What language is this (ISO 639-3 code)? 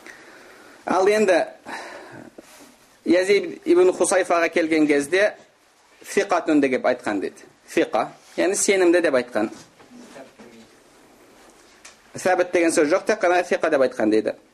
kaz